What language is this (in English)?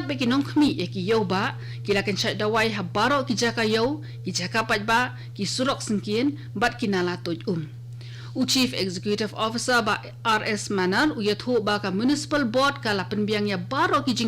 Khasi